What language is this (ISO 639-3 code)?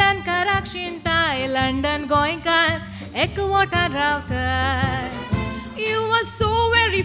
kok